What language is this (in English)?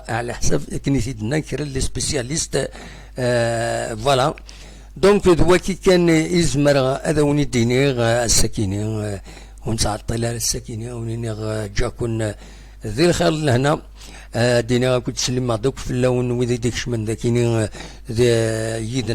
Kabyle